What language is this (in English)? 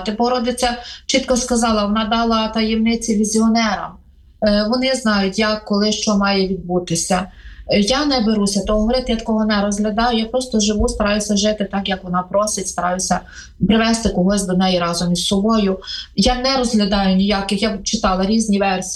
Ukrainian